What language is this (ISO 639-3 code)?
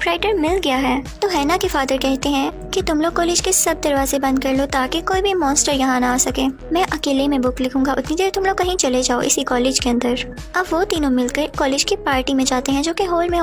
hin